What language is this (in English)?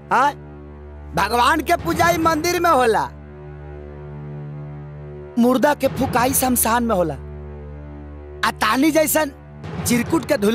Bhojpuri